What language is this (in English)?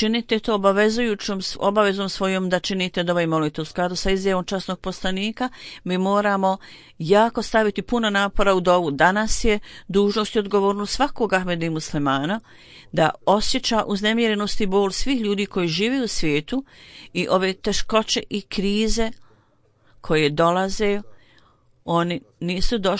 Bosnian